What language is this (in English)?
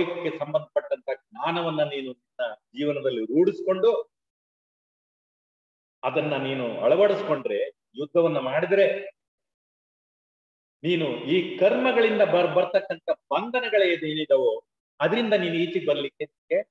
Kannada